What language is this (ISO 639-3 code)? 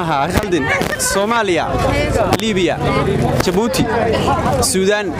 som